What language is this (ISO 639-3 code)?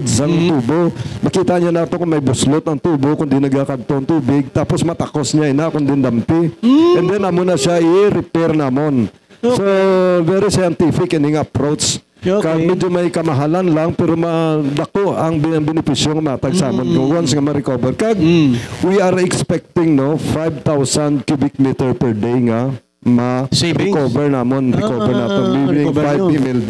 hil